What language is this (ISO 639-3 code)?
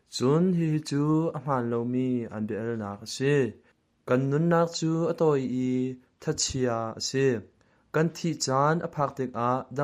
cnh